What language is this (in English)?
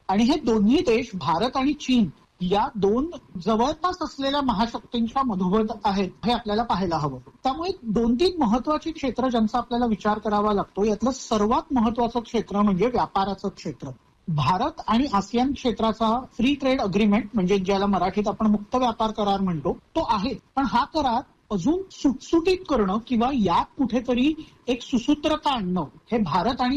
Marathi